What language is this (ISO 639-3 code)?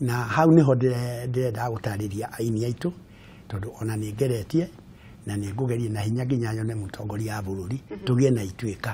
kik